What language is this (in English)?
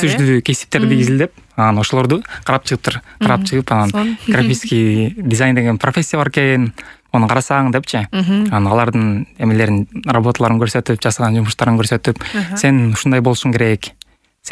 Kyrgyz